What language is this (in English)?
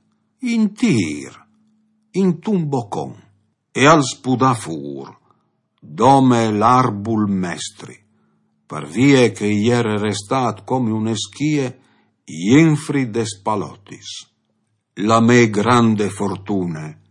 Friulian